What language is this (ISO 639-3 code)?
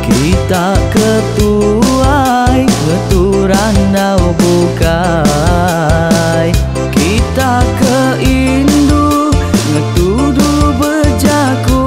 iba